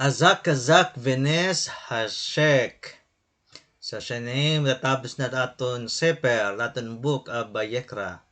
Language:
Waray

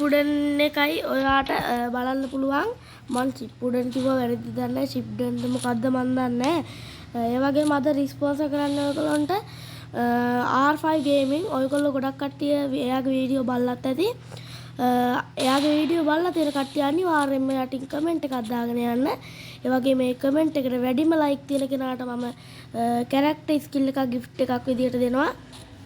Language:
Sinhala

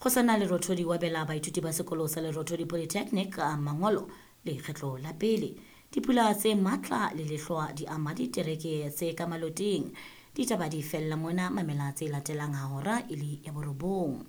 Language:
Southern Sotho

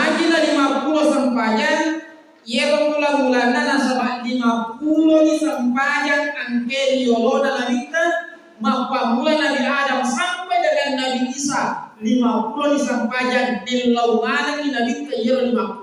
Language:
Buginese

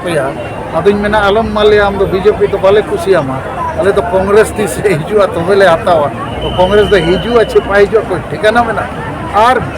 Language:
Santali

